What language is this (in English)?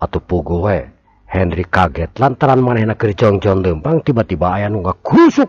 Sundanese